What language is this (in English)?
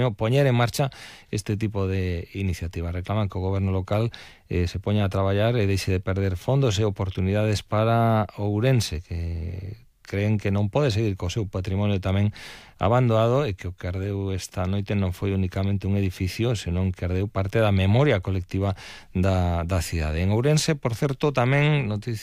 Galician